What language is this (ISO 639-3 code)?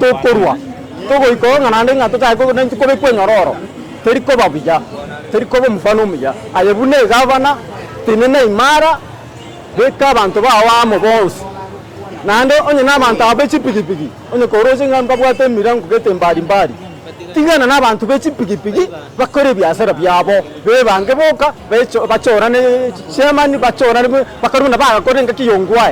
guz